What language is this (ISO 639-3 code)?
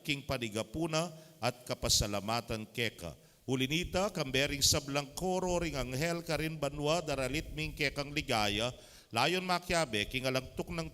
pam